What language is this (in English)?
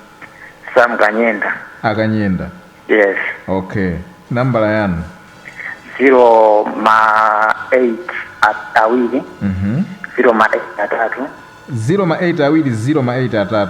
Nyanja